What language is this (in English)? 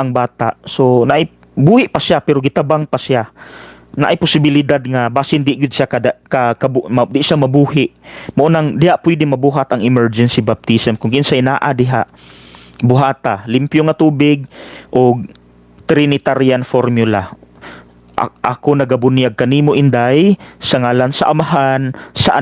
Cebuano